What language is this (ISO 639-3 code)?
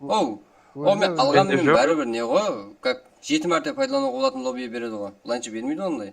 kaa